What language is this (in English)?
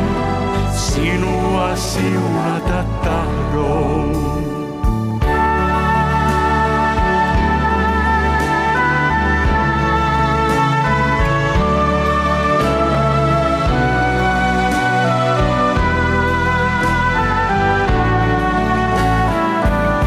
Finnish